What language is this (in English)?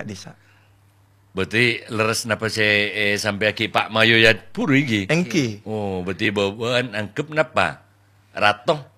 Madurese